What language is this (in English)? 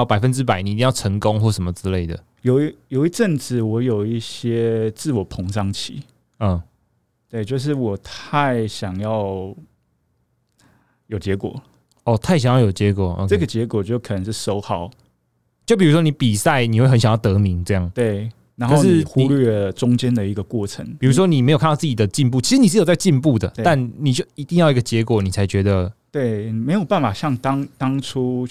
Chinese